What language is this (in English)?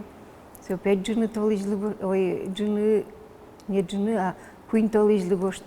Udmurt